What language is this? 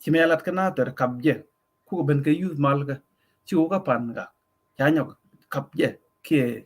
Nuer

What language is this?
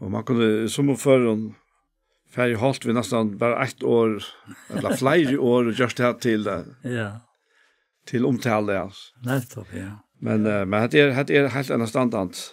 Faroese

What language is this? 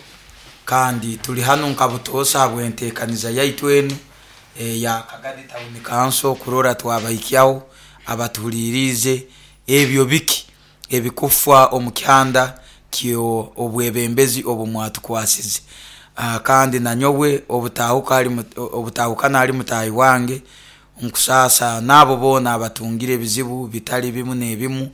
Nyoro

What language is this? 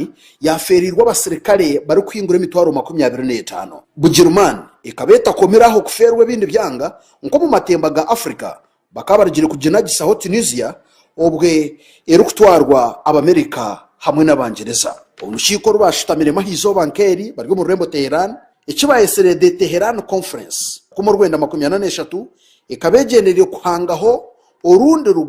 Nyankole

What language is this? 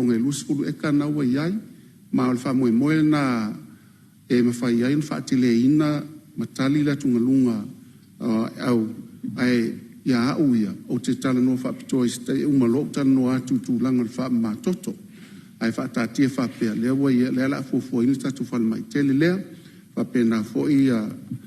Samoan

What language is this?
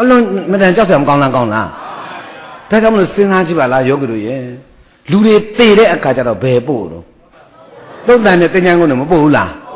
Burmese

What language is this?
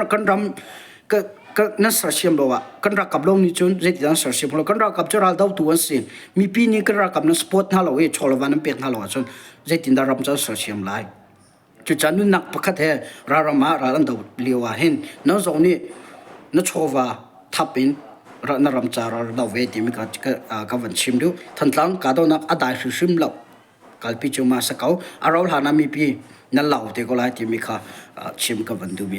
Hakha Chin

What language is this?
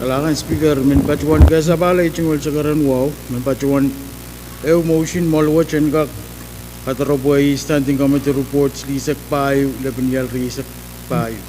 Pohnpeian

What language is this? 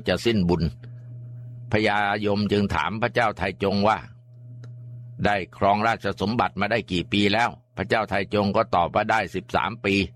Thai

